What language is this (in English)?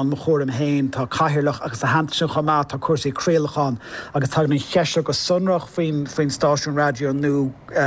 Irish